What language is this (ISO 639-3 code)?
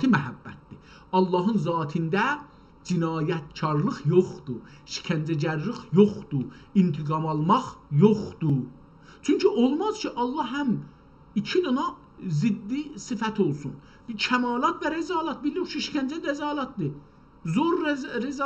azb